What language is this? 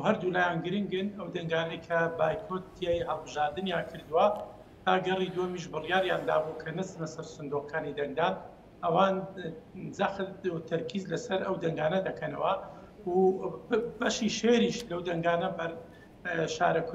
Central Kurdish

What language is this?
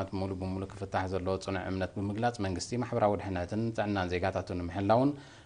Tigrinya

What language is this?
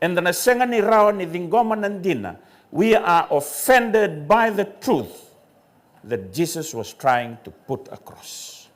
Fijian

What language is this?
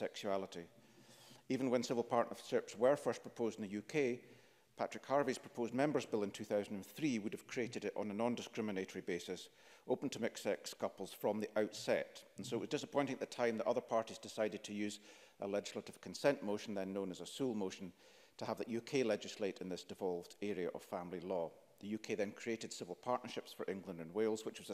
English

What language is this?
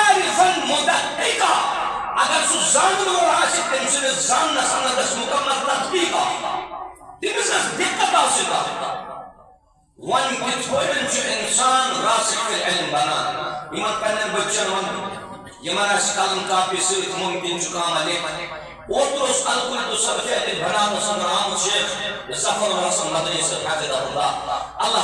Kashmiri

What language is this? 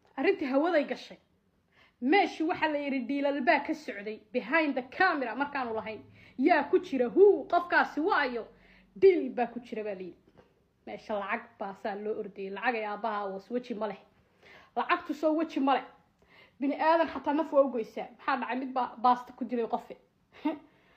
Somali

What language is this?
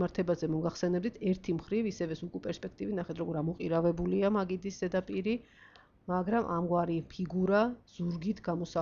Georgian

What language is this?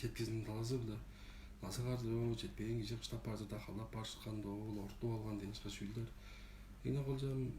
Tuvinian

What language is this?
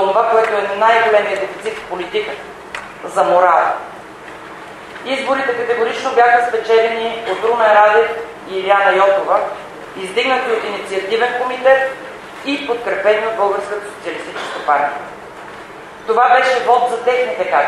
Bulgarian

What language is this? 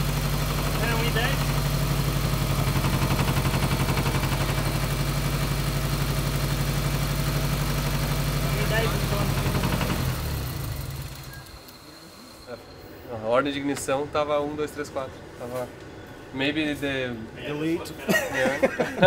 Portuguese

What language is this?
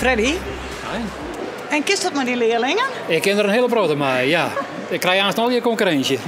Western Frisian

